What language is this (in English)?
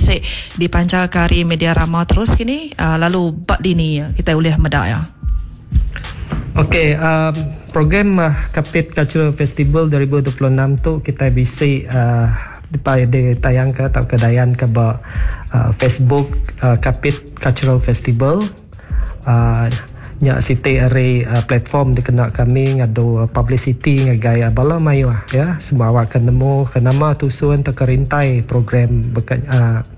Iban